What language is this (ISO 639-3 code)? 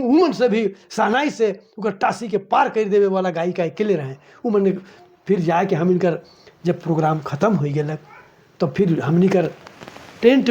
sck